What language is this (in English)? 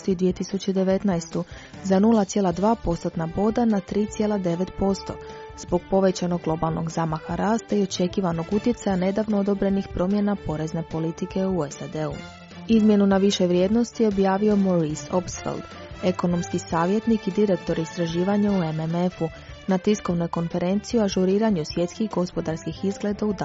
Croatian